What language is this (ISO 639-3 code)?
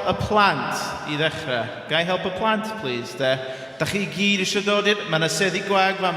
cym